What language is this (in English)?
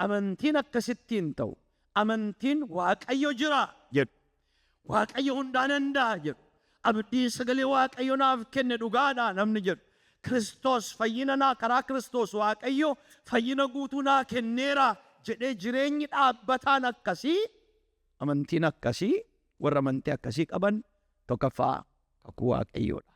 Oromo